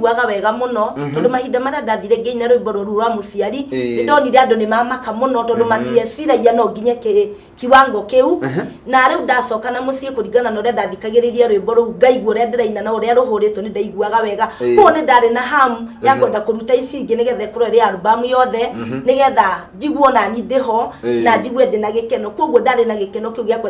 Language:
Kikuyu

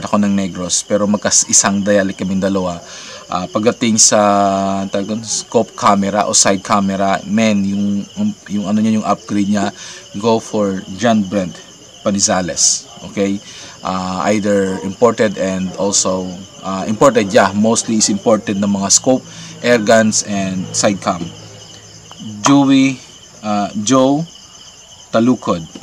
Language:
Filipino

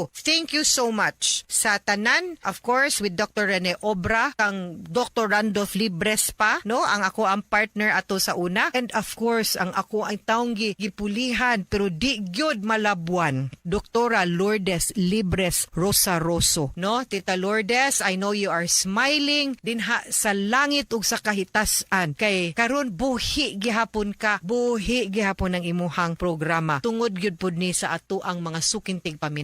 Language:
Cebuano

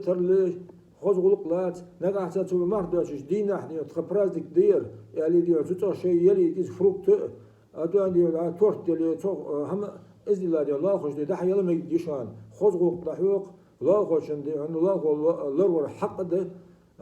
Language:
Ingush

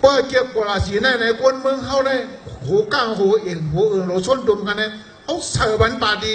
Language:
Shan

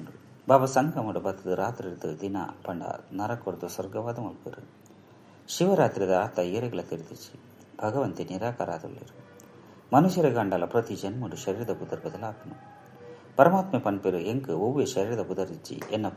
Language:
Tulu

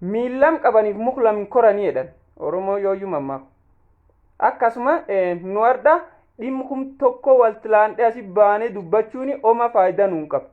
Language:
Oromo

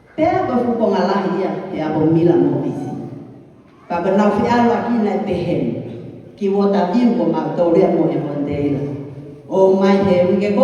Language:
Tongan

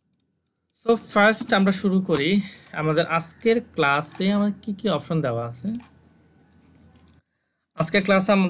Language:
Bangla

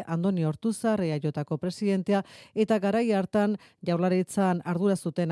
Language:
Basque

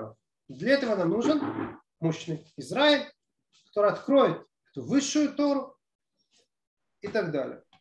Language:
Russian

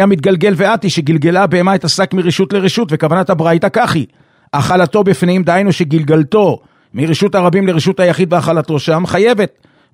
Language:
Hebrew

